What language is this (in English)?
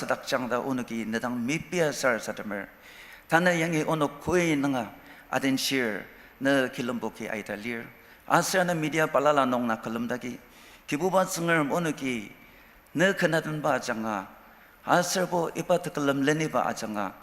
Ao Naga